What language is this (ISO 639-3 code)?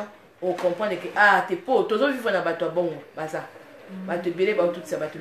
lin